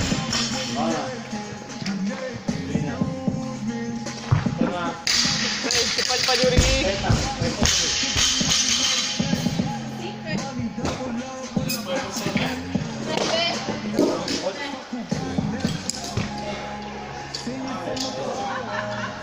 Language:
Slovak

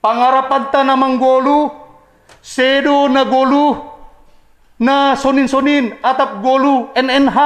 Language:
Batak Simalungun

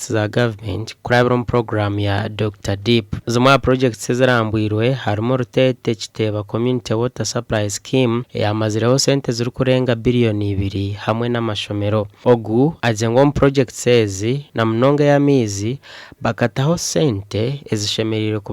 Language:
Nyankole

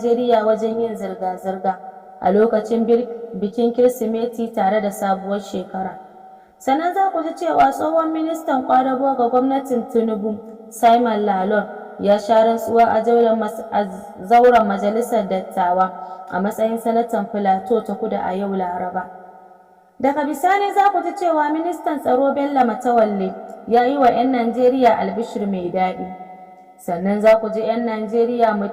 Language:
Hausa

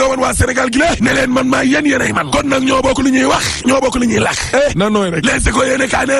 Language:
Wolof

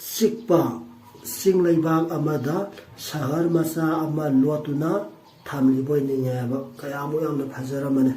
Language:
Manipuri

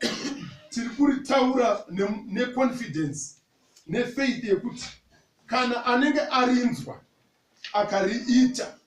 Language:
Shona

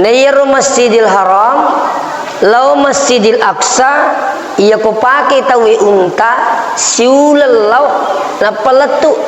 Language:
Buginese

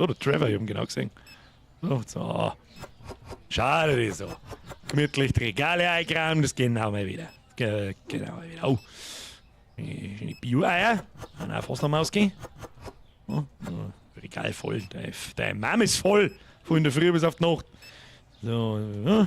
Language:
Bavarian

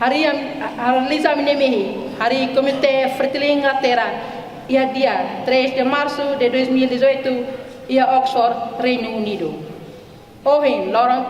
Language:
Tetum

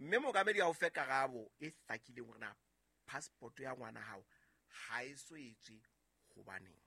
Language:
Southern Sotho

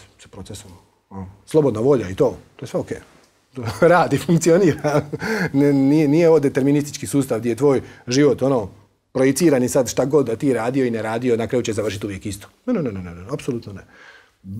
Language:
Croatian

